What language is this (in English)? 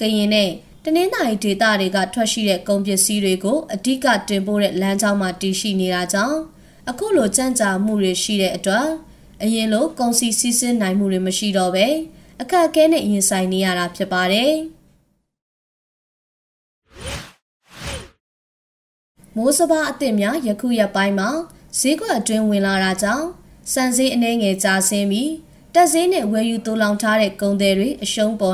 Burmese